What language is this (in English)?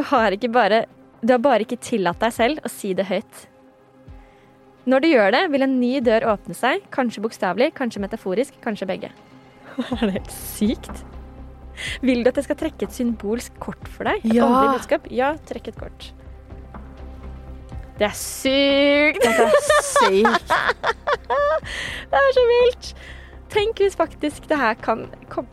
Norwegian